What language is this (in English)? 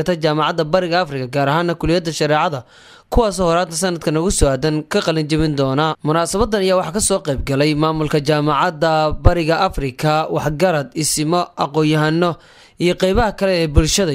Somali